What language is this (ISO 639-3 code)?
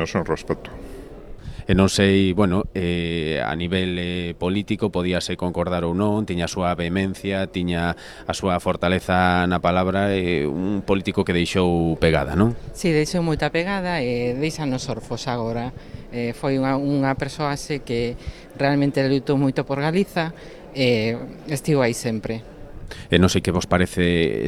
glg